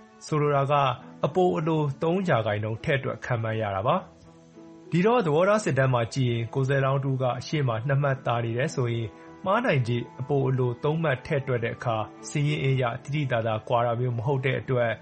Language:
Burmese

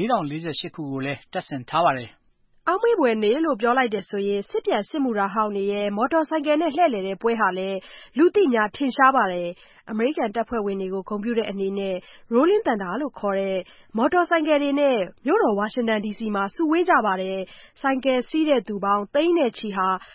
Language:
Burmese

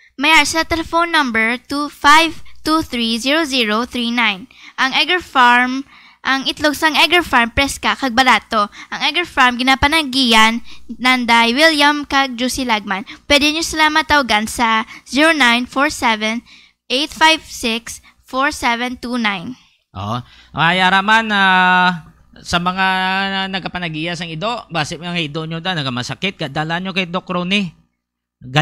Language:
Hiligaynon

